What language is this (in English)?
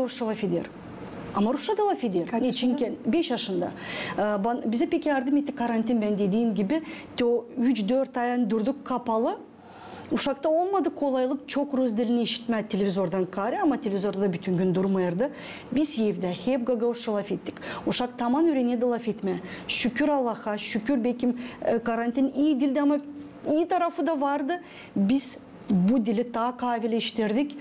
Gagauz